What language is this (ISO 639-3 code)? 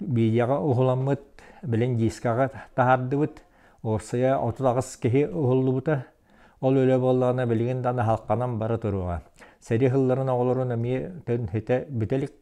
sah